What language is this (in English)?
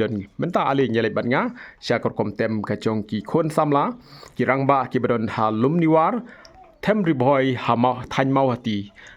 Khasi